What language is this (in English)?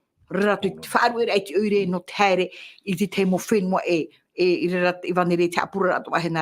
Tahitian